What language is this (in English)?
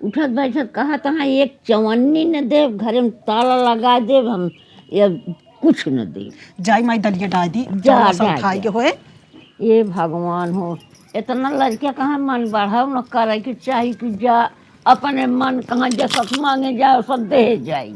Awadhi